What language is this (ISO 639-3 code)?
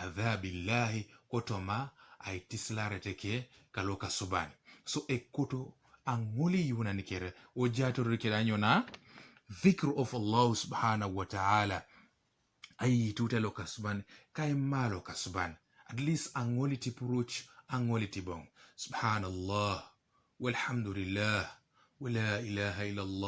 teo